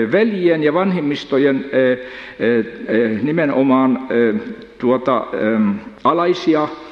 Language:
Finnish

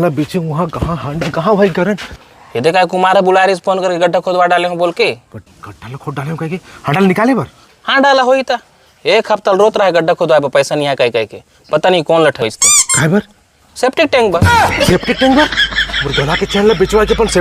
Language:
Chhattisgarhi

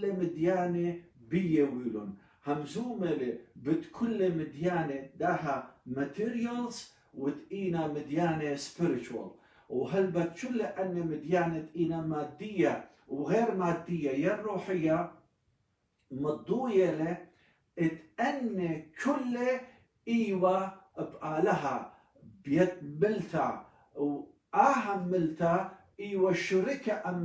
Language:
Assyrian Neo-Aramaic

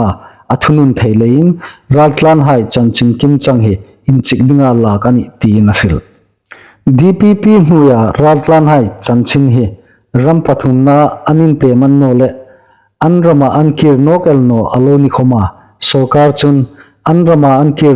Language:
Hmar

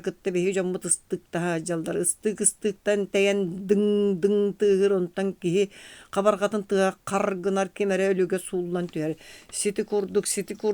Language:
Yakut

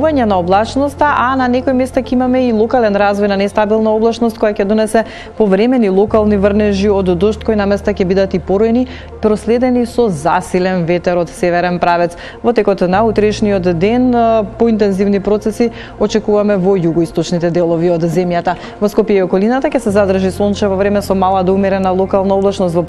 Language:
Macedonian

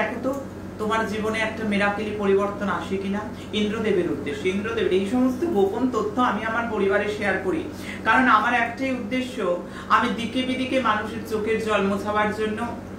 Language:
Bangla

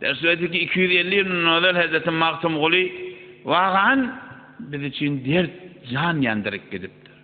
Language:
Turkmen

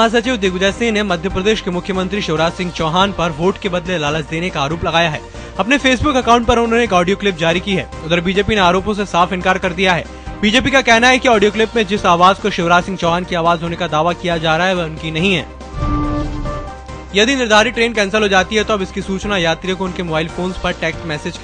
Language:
Hindi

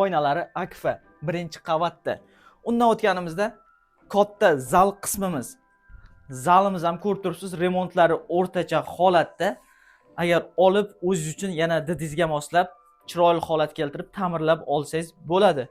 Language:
Uzbek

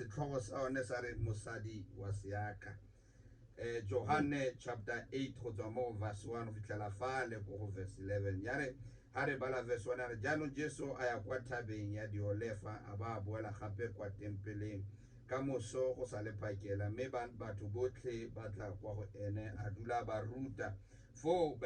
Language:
Tswana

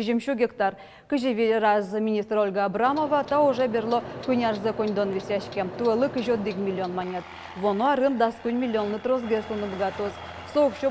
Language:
Udmurt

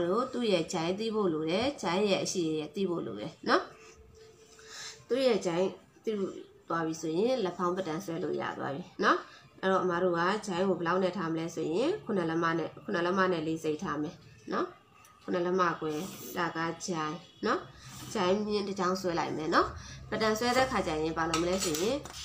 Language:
Burmese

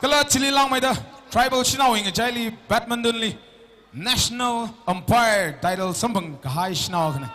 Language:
Tangkhul Naga (India)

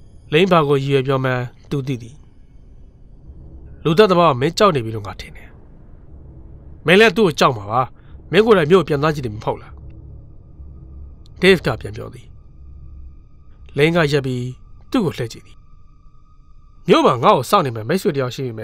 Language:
Burmese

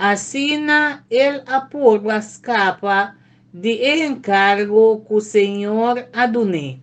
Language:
Papiamento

